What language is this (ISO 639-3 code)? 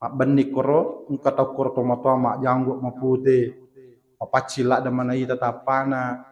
bug